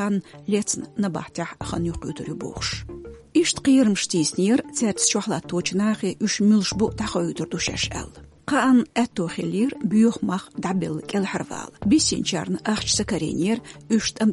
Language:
Chechen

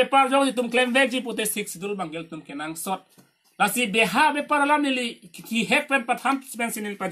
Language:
Karbi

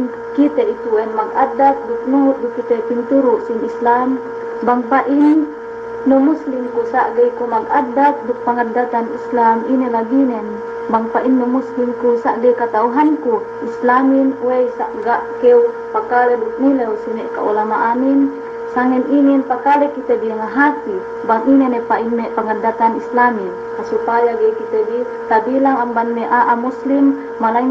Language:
Yakan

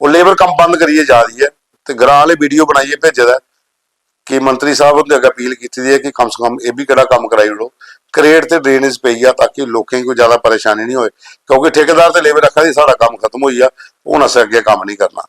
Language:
Dogri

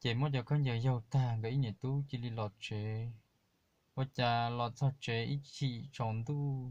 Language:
Hmong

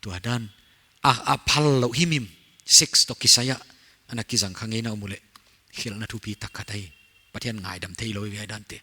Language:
Paite Chin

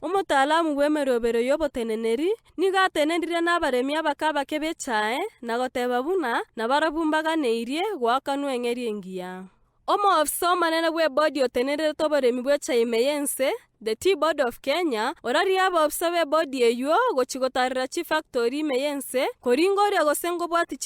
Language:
Gusii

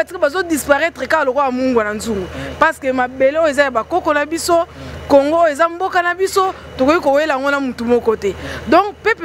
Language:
Lingala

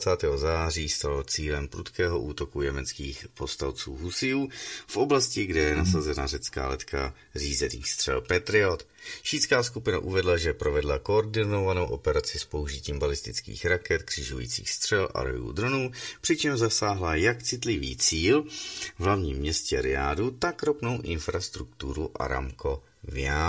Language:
Czech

